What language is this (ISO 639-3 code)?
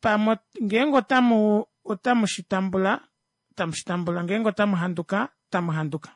kua